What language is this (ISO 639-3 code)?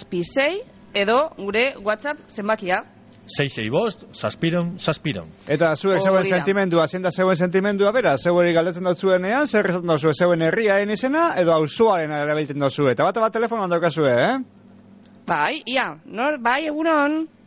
eus